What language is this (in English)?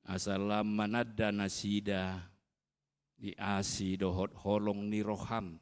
Batak Toba